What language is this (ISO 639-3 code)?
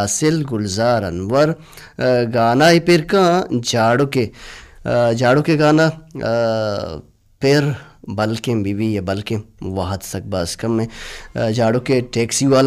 bal